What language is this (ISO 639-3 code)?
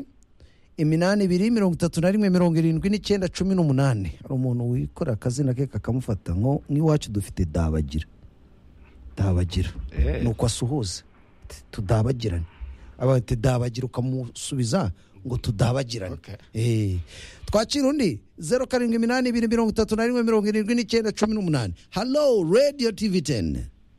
kin